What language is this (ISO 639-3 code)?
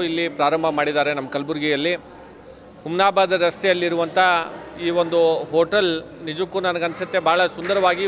kan